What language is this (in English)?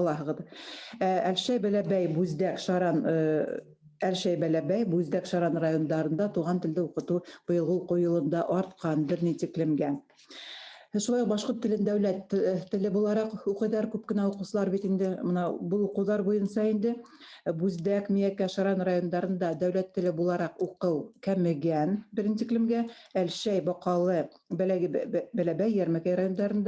Bashkir